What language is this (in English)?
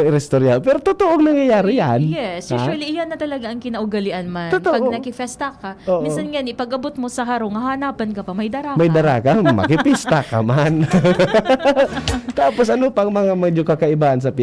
Bikol